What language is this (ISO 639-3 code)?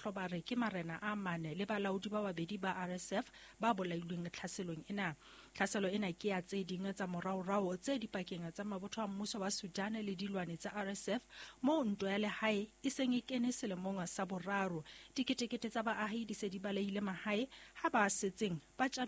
sot